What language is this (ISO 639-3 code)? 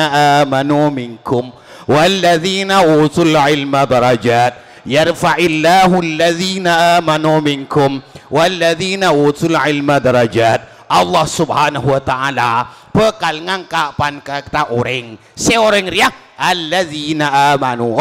mad